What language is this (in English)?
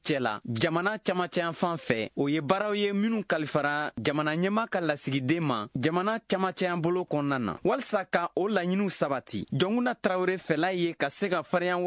Bambara